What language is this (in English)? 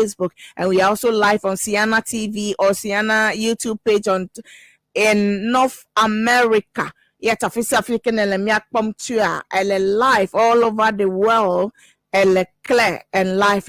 Ewe